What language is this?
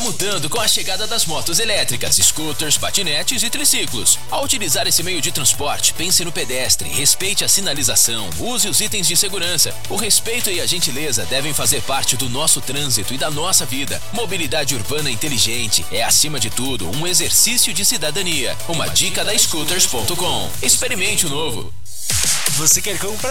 Portuguese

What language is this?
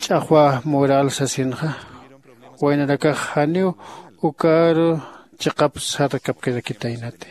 Aymara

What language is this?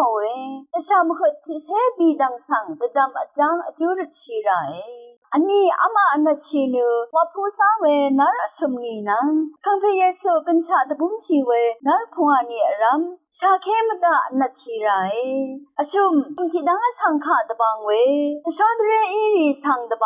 Rawang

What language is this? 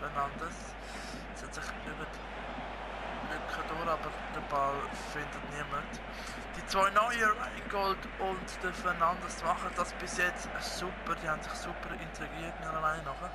Swiss German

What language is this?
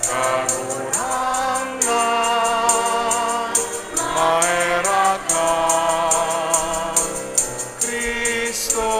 Bikol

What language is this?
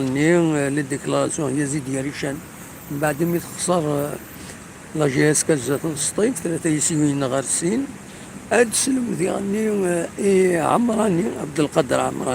Kabyle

